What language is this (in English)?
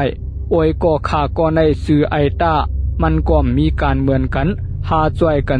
Shan